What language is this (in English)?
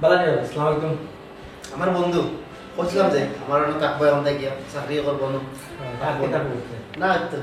Sylheti